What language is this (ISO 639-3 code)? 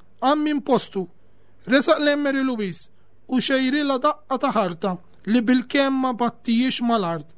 mlt